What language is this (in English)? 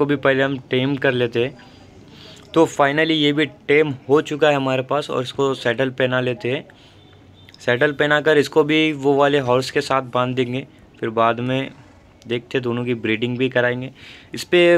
Hindi